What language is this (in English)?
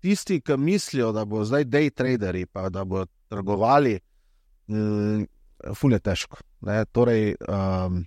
Slovenian